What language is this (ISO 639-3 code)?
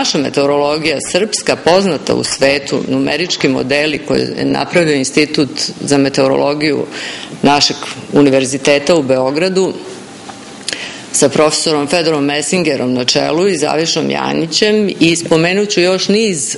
srp